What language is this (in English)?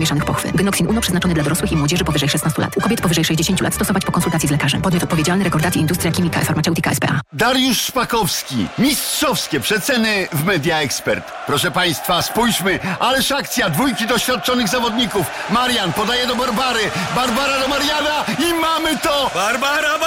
Polish